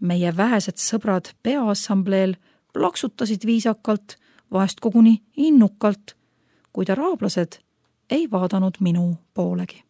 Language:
Estonian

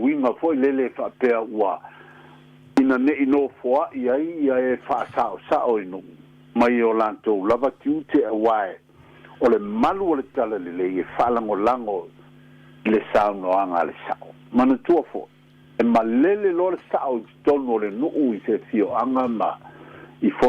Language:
Samoan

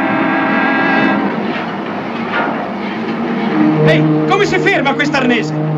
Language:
Italian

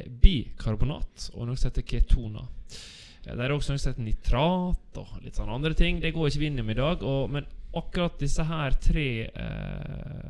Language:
Norwegian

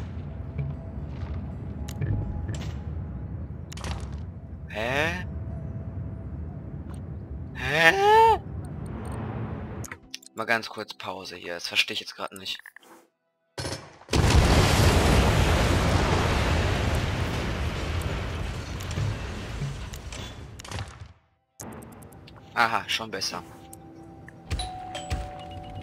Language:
German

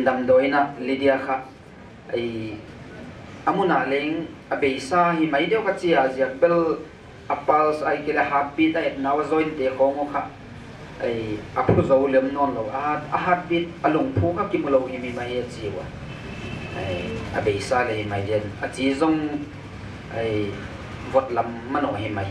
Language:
Paite Chin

